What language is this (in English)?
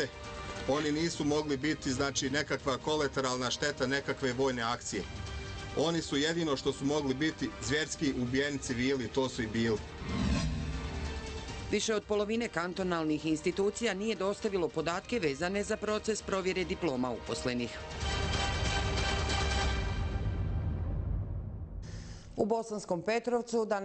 Bosnian